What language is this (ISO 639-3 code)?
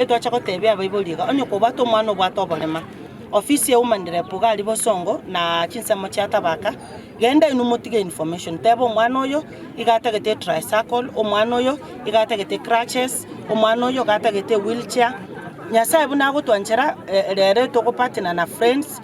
guz